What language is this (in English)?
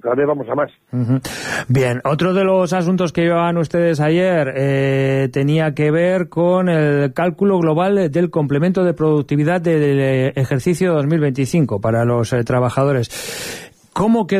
Spanish